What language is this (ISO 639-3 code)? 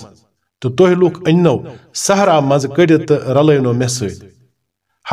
kas